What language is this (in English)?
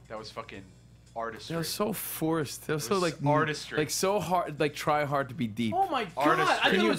English